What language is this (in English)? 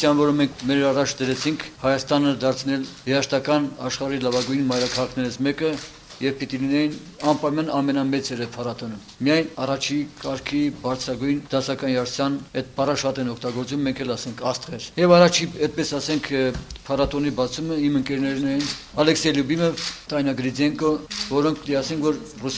Armenian